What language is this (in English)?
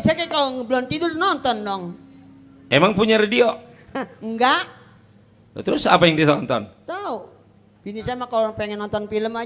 Betawi